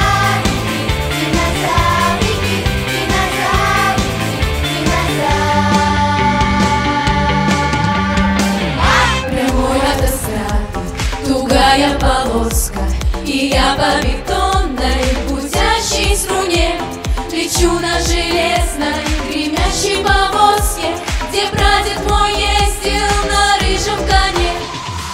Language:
Russian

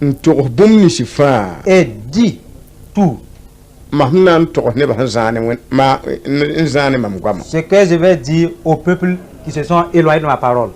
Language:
Mossi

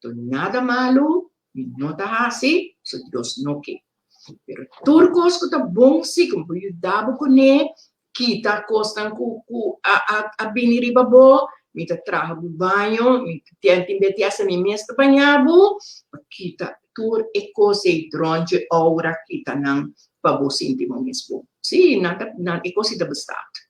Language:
Papiamento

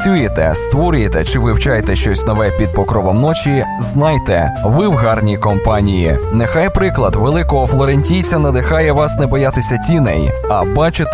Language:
Ukrainian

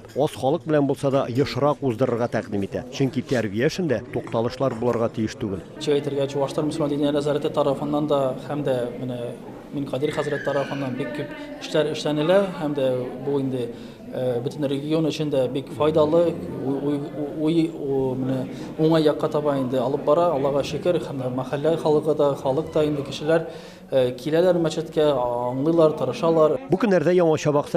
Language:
Tatar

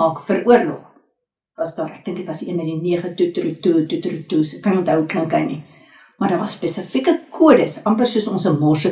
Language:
Afrikaans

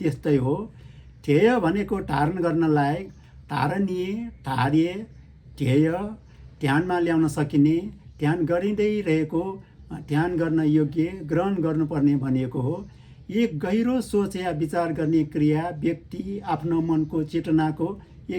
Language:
Nepali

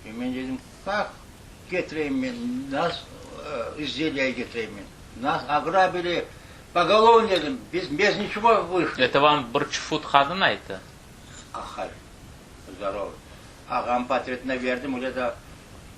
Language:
Crimean Tatar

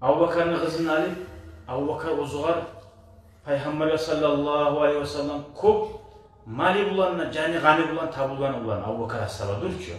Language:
Kumyk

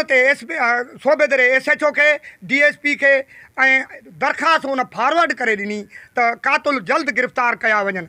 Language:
Sindhi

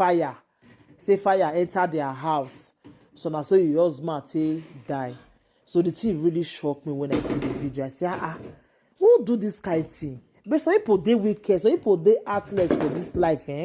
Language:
Nigerian Pidgin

